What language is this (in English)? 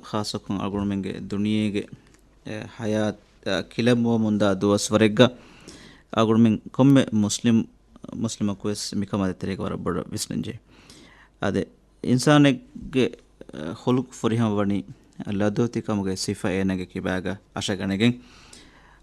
Divehi